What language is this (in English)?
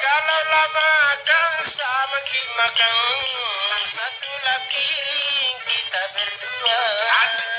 Makasar